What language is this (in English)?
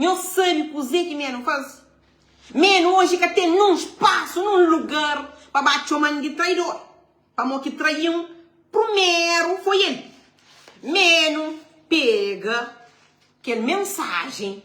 Kabuverdianu